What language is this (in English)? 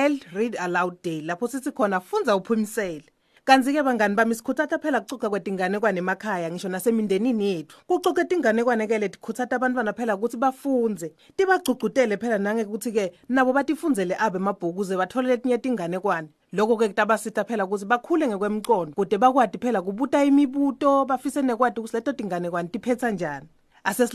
Swati